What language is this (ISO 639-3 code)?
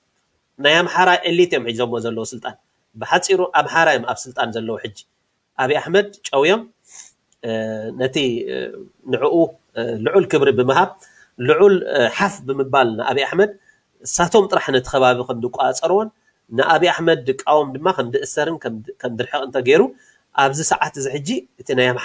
tir